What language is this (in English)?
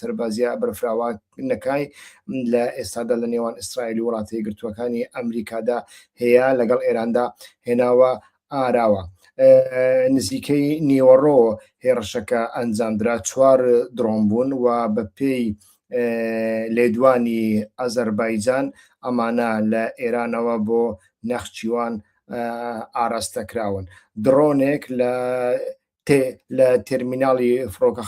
Central Kurdish